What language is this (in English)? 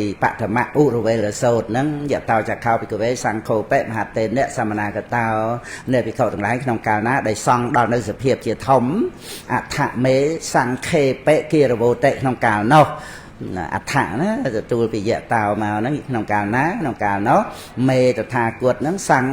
Khmer